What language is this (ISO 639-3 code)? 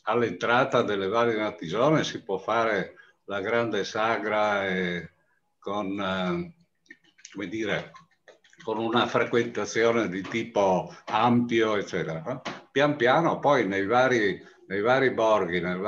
ita